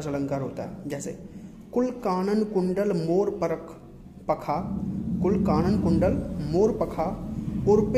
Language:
Hindi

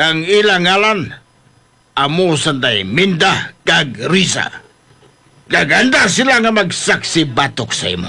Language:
Hiligaynon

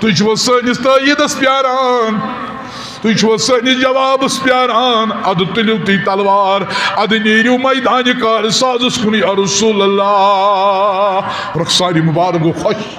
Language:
Kashmiri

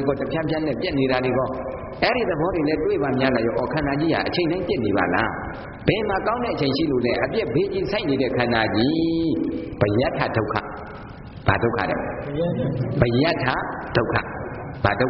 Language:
Burmese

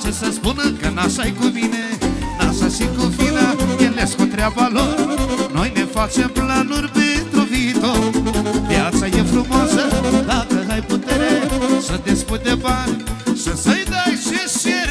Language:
Romanian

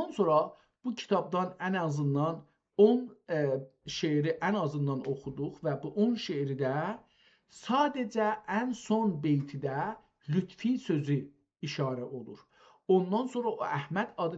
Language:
South Azerbaijani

